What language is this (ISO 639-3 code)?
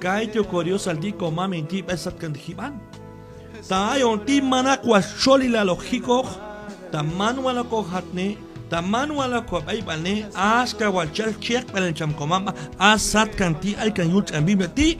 kjb